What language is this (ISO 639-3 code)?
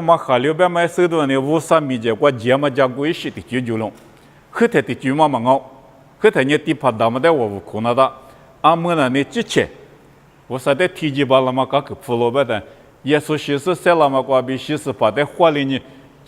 lis